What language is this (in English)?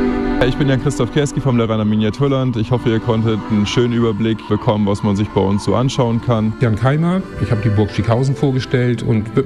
German